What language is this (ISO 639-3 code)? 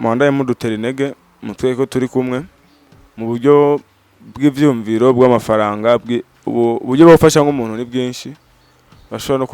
run